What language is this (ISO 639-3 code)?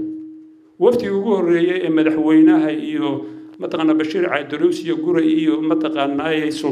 som